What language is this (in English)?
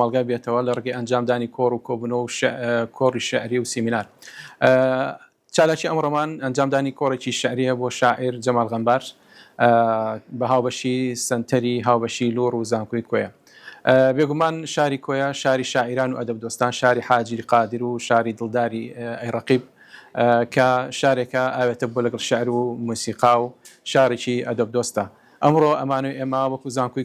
Central Kurdish